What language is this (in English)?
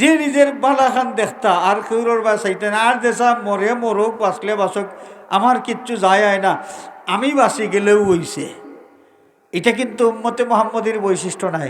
Sylheti